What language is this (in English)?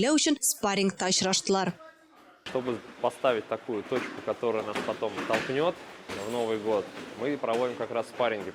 Tatar